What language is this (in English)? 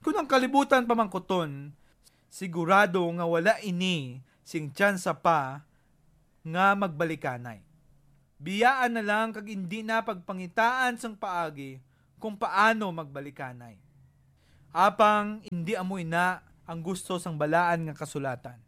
Hiligaynon